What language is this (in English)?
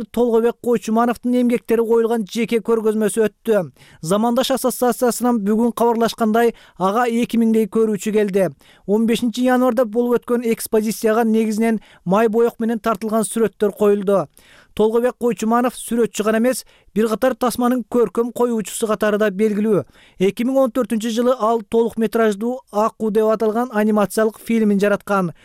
Kyrgyz